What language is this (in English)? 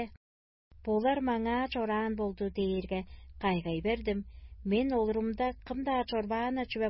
Tuvinian